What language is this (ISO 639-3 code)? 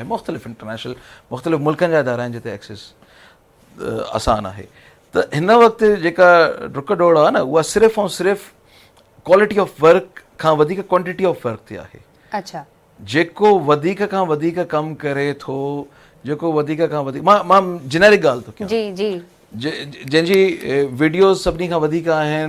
snd